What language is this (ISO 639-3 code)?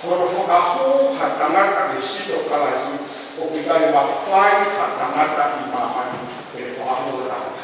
ton